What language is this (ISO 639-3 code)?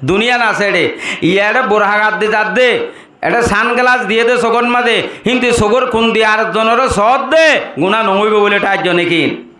rhg